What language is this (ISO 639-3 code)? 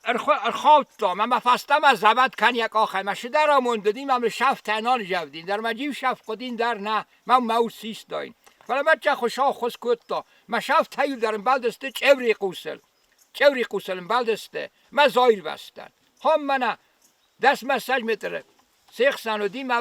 oss